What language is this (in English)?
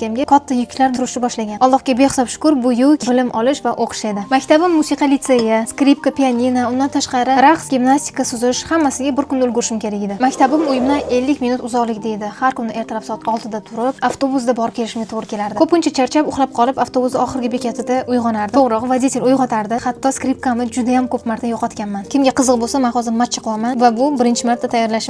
Uzbek